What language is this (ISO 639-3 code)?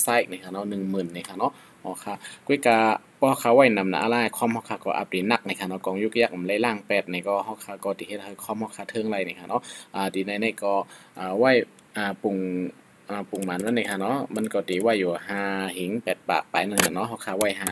shn